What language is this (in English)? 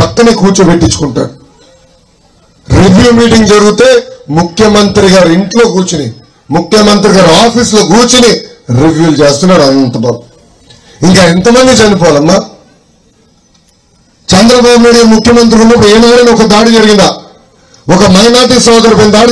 Telugu